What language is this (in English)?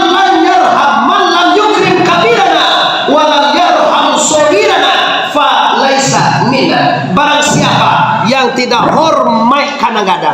Minangkabau